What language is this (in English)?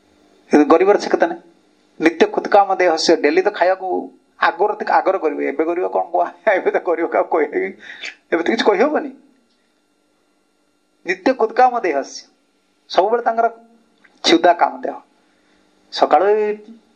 Odia